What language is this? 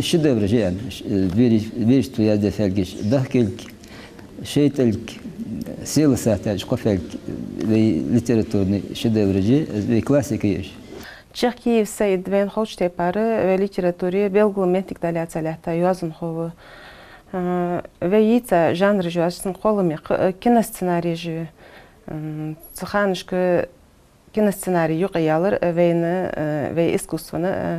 Ingush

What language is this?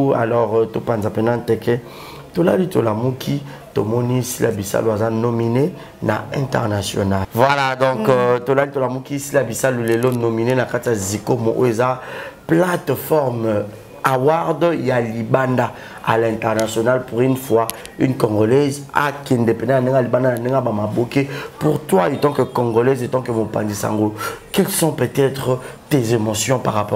Lingala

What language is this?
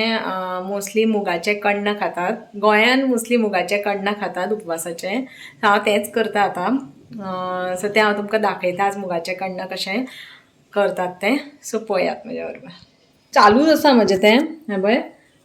Konkani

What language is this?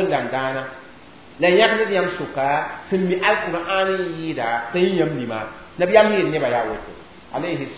Mossi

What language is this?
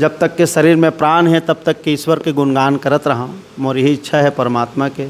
Chhattisgarhi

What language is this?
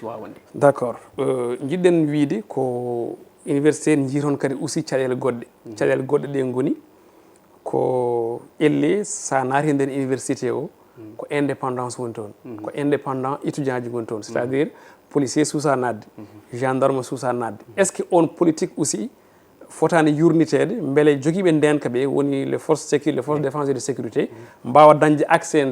Fula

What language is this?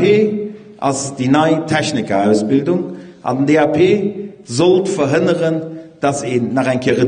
Luxembourgish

